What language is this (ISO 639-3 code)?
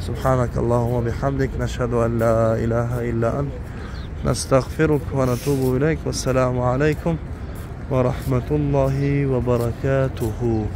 tgk